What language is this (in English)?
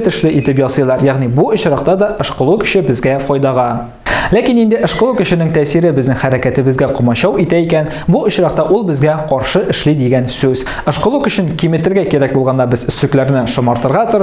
Tatar